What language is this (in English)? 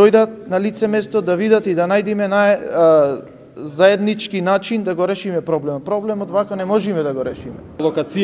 Macedonian